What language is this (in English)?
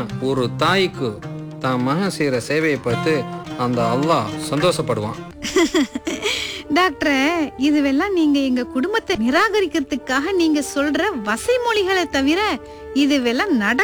Tamil